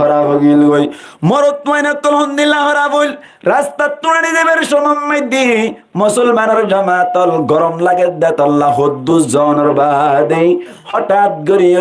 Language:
Rohingya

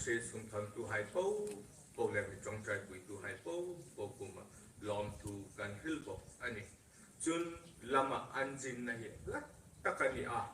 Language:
Hmar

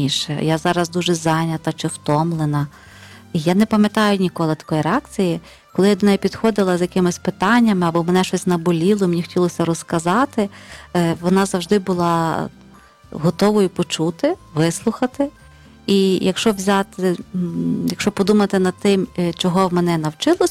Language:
Ukrainian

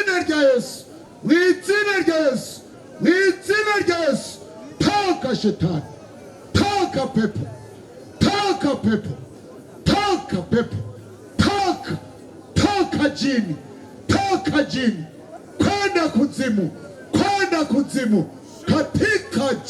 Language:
Rundi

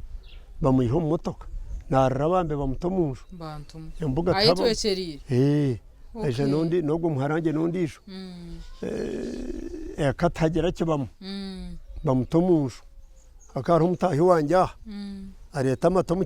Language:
Nyankole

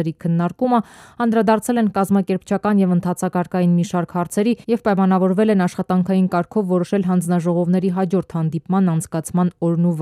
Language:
Armenian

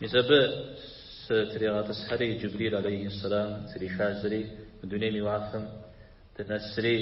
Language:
Kabardian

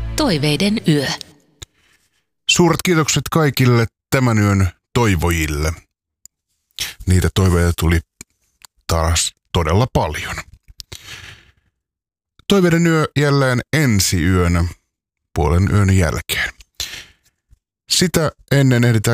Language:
Finnish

